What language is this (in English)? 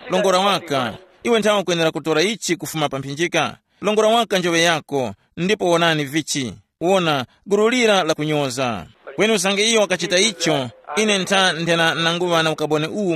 Tumbuka